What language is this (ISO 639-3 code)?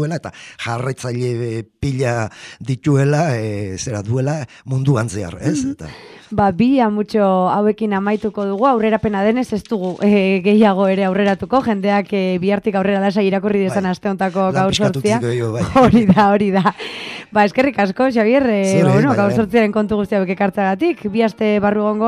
eus